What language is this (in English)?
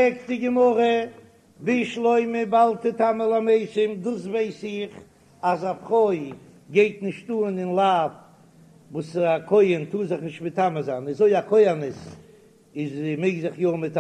Yiddish